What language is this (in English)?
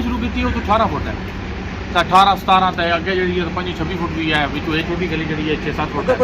Pahari-Potwari